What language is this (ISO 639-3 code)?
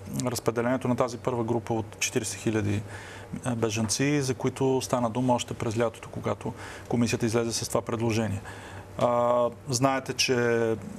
bul